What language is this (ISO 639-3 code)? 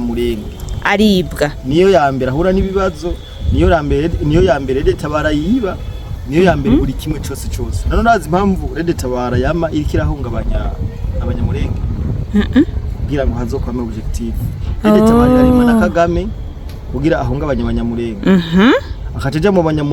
run